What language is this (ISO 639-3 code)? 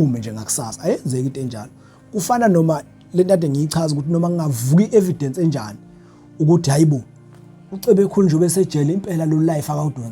zul